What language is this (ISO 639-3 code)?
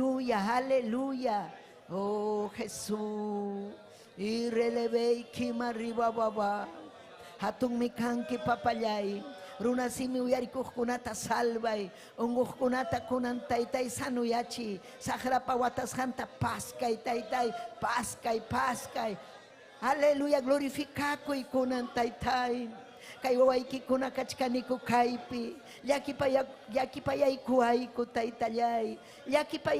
quy